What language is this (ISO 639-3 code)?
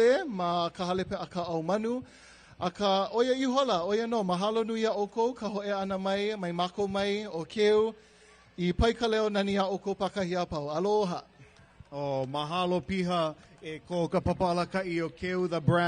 haw